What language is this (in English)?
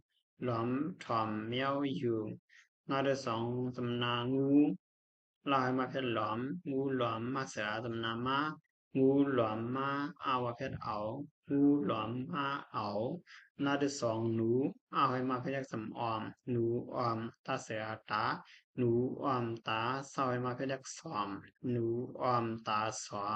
Shan